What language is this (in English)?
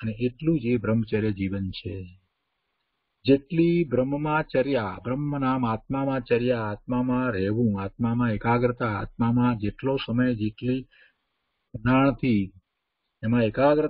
Gujarati